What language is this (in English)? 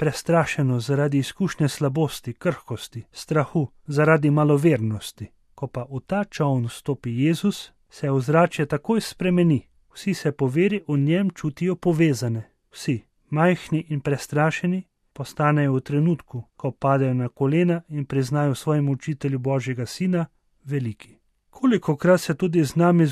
Slovenian